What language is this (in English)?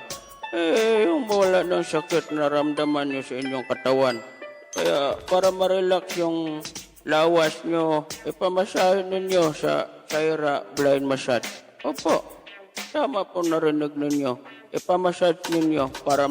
Hiligaynon